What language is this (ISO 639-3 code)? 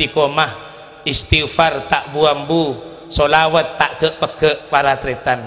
mad